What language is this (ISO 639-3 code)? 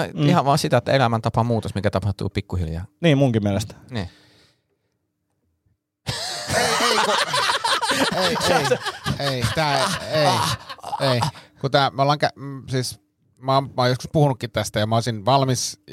fin